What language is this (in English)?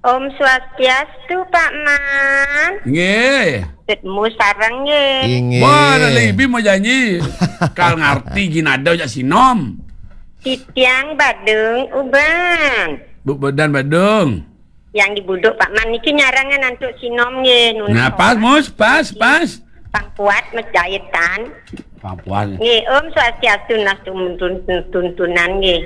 Balinese